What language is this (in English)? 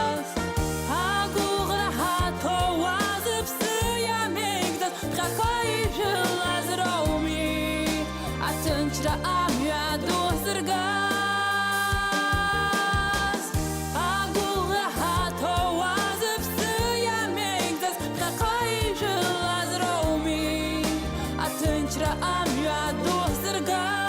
Abkhazian